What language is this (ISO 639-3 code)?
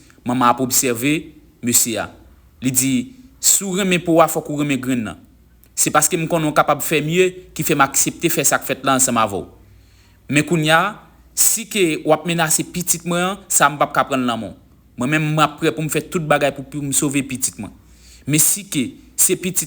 hat